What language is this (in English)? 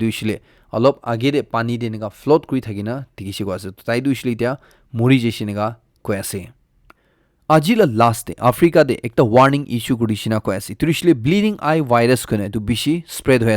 Naga Pidgin